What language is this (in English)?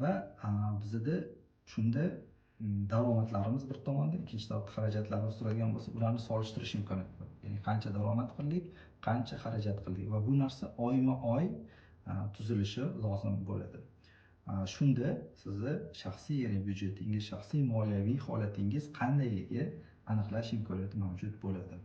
Uzbek